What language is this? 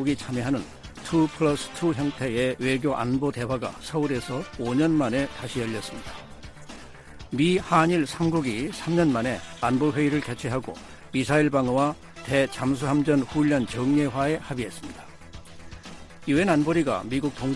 Korean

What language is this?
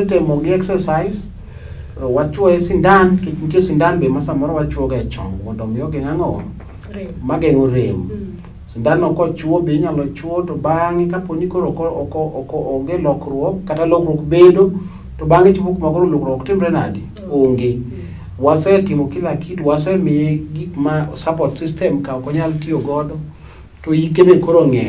Luo (Kenya and Tanzania)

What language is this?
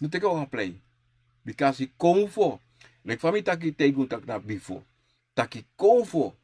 Sranan Tongo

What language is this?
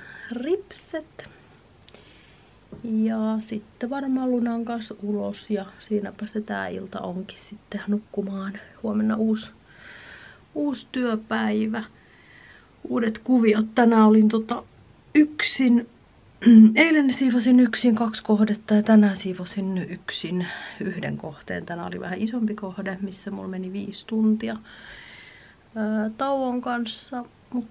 Finnish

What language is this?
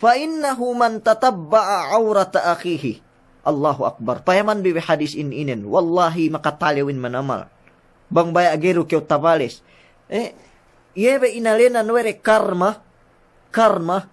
Yakan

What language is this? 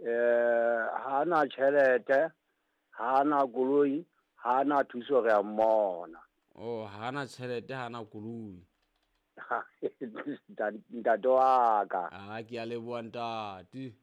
Southern Sotho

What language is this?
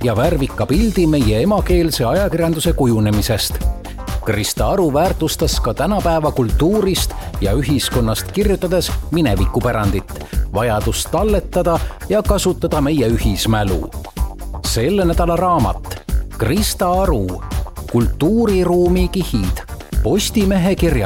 Estonian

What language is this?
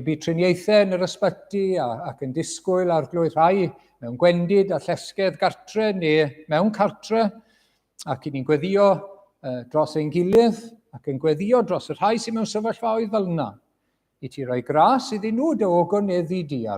Welsh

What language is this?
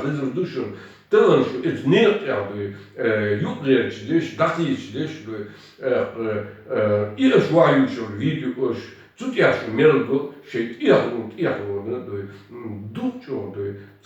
Chechen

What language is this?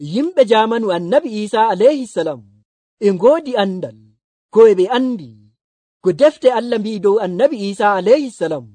Nigerian Fulfulde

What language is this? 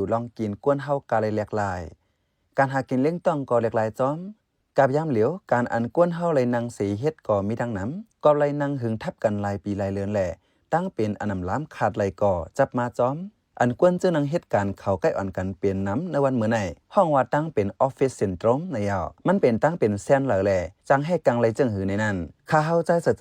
Shan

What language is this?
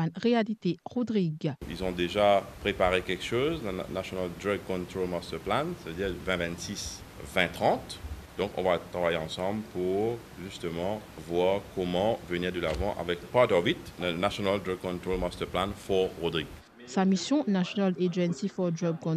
Morisyen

